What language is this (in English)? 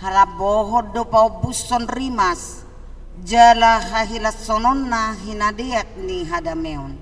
Batak Toba